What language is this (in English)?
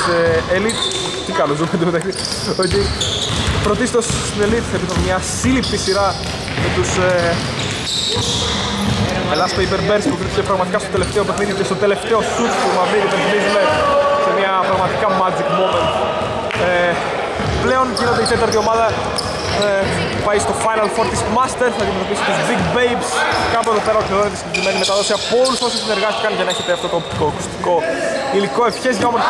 Greek